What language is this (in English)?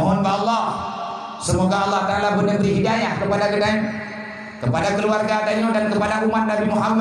Achinese